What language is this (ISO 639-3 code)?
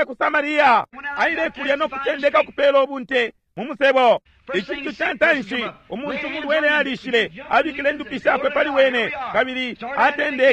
bem